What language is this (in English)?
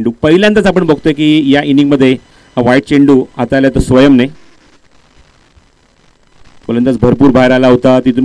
Marathi